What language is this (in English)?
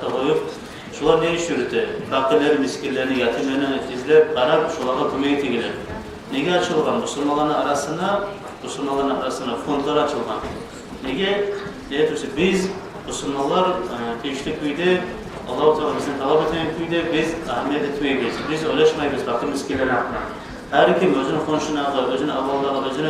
Kumyk